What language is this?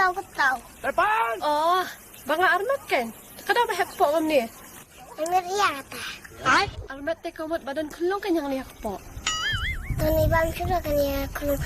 Khasi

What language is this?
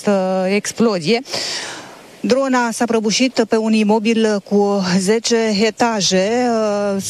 Romanian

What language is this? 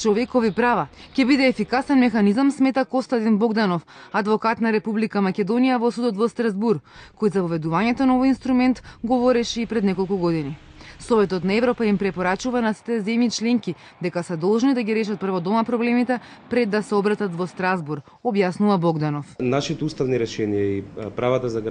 Macedonian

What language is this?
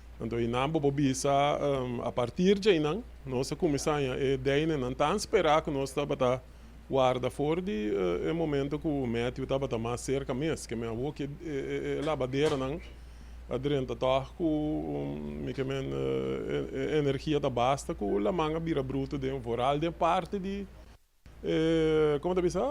Papiamento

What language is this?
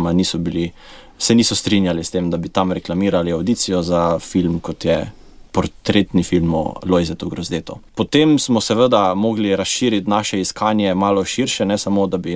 Slovenian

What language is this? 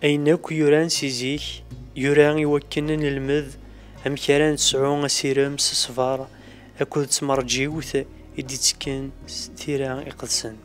Kabyle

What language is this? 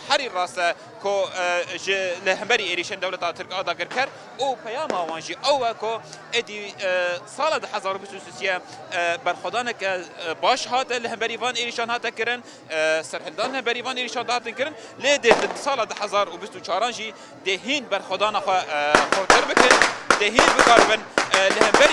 Kurdish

